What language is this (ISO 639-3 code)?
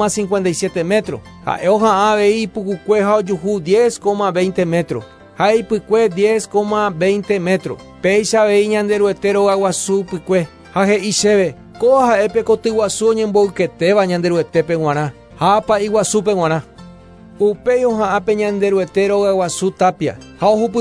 grn